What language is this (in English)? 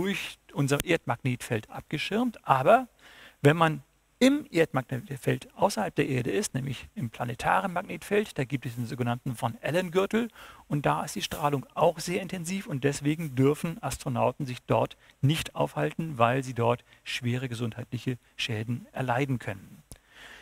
German